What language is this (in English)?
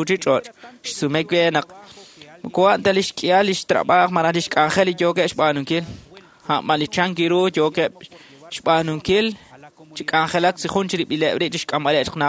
Kekchí